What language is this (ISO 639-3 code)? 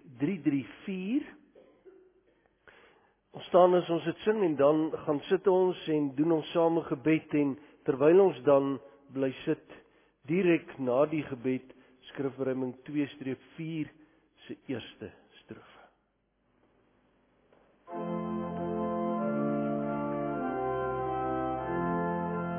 afr